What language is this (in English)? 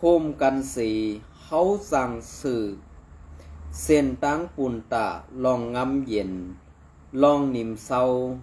Shan